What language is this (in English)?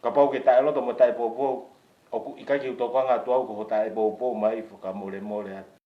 Tongan